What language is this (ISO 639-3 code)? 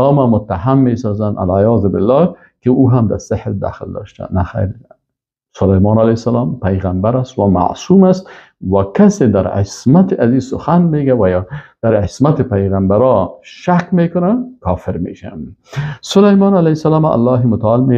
fas